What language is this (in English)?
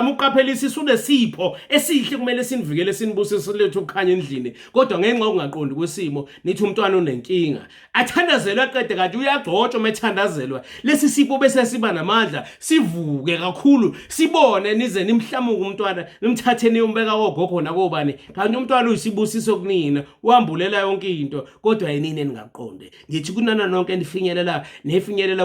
Zulu